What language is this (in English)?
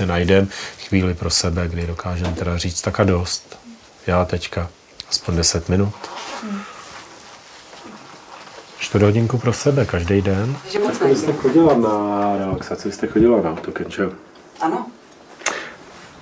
Czech